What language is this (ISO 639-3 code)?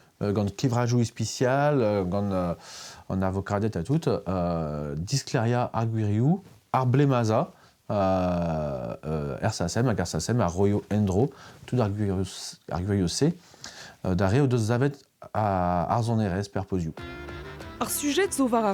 bre